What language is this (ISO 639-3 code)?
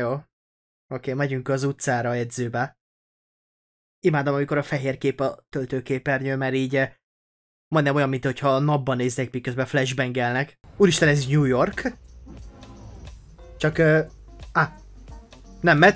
hun